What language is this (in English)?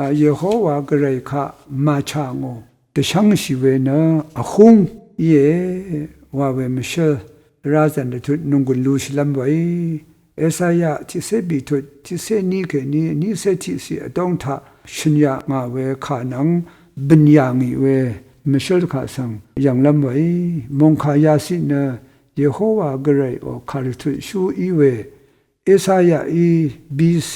Rawang